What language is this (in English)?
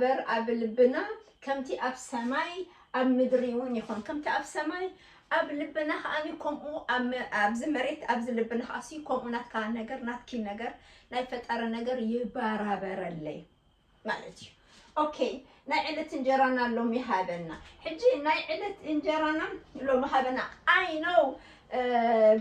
Tigrinya